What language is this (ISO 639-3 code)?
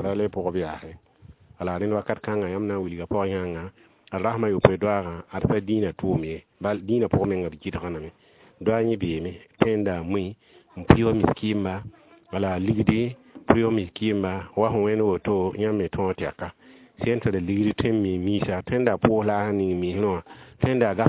mos